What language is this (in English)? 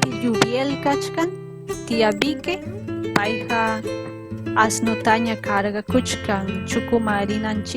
Ayacucho Quechua